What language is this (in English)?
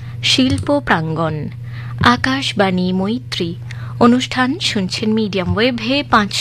Bangla